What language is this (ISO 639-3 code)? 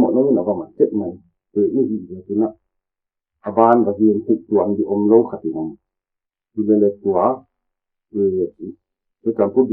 pck